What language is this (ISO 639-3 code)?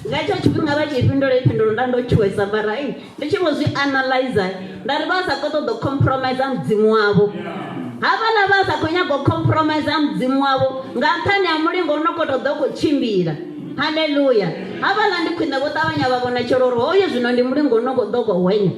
ven